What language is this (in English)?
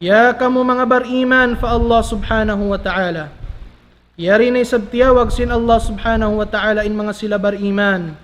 Tausug